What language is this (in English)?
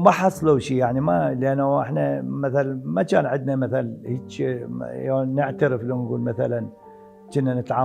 Mesopotamian Arabic